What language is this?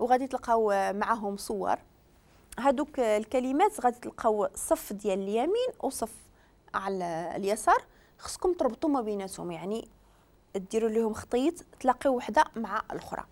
Moroccan Arabic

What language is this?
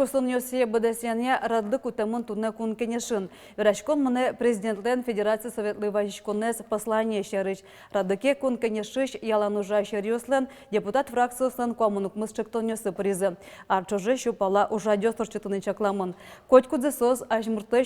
Udmurt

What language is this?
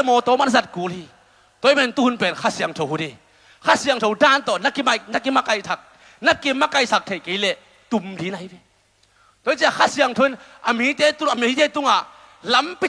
Tedim Chin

